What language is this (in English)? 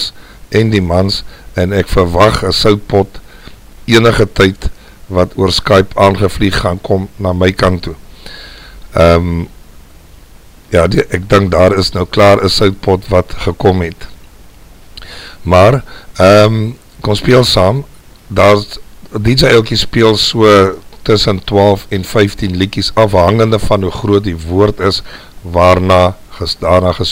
Afrikaans